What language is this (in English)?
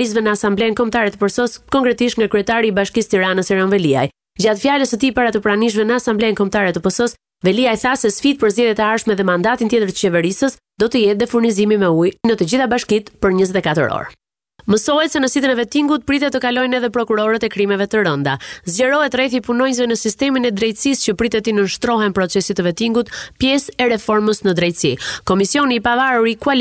Albanian